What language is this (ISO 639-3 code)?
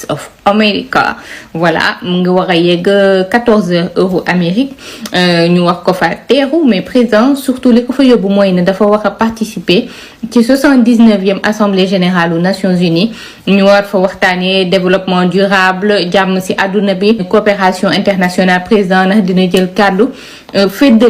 wol